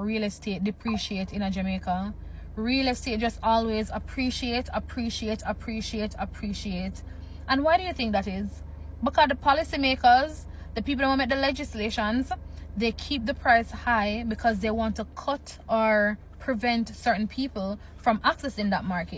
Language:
Jamaican Creole English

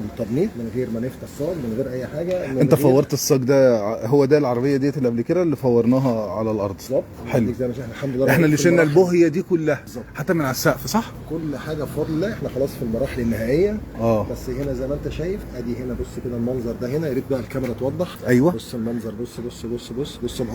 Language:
Egyptian Arabic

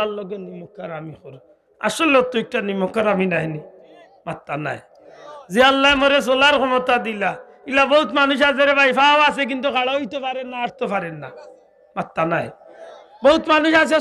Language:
Sylheti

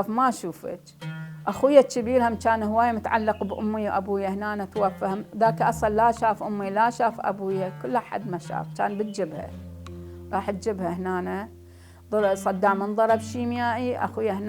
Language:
Mesopotamian Arabic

